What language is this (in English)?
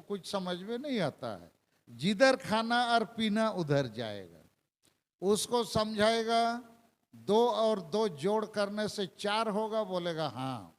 Santali